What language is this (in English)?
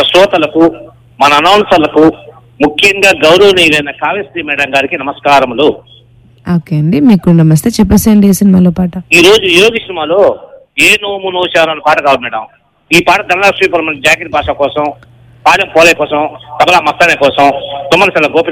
Telugu